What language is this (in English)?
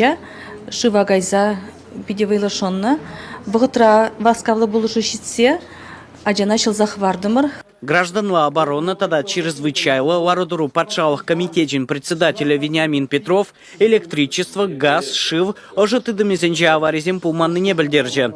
Chuvash